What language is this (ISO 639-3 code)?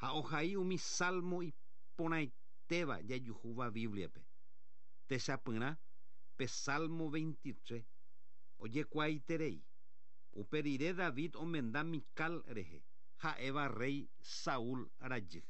grn